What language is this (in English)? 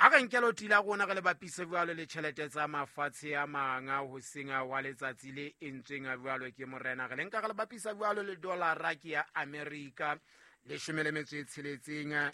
Southern Sotho